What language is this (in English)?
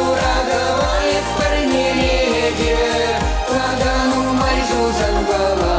Chuvash